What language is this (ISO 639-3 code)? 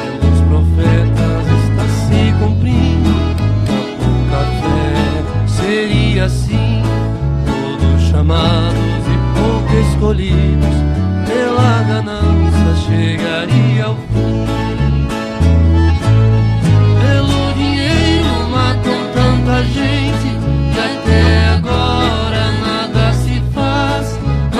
por